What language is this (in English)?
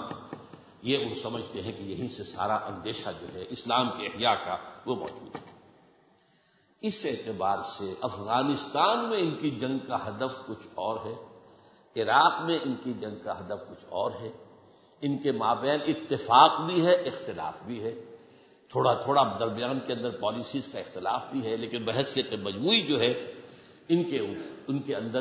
Urdu